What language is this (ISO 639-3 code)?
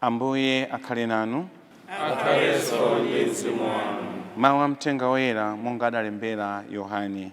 nya